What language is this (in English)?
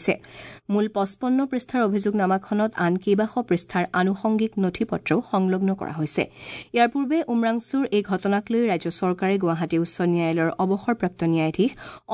Assamese